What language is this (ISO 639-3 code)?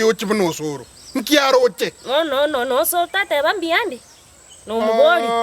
guz